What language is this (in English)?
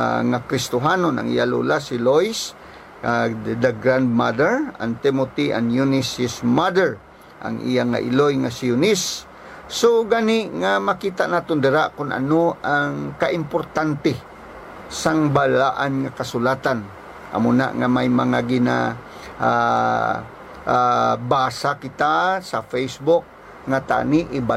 Hiligaynon